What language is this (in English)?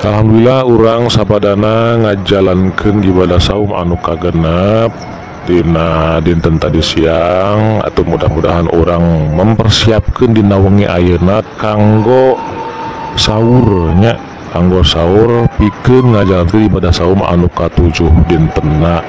Sundanese